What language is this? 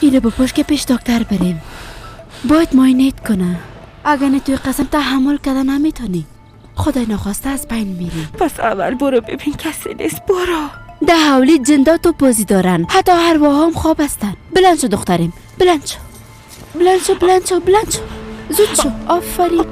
Persian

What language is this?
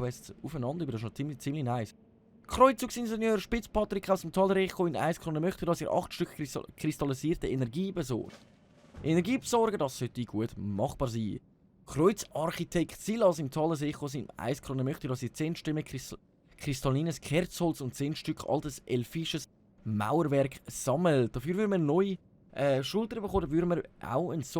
Swiss German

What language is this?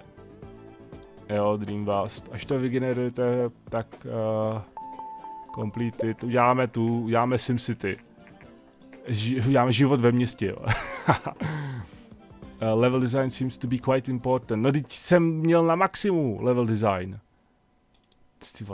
Czech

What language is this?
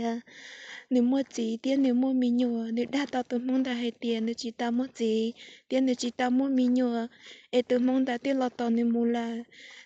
Hmong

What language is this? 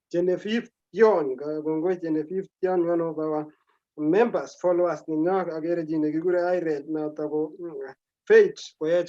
Kalenjin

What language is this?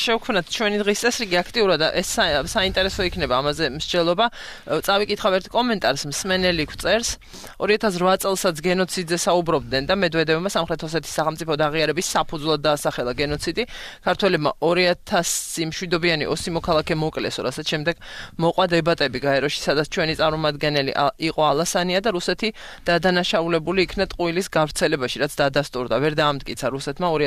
Georgian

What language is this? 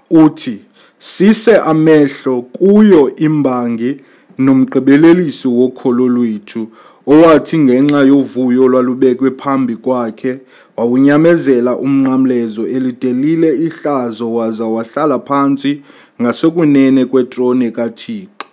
Xhosa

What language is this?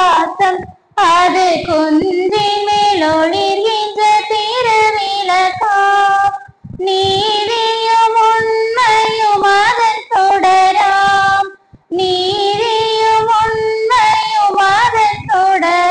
Tamil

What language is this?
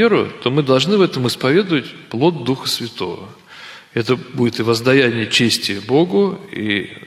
Russian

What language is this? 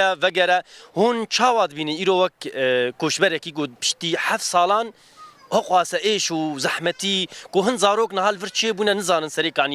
Kurdish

